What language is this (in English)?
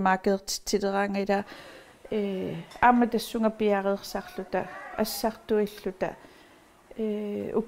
Kalaallisut